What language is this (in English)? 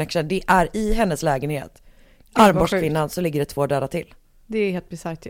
Swedish